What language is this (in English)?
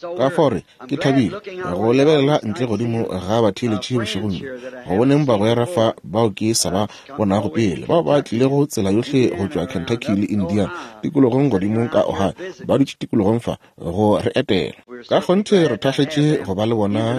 Northern Sotho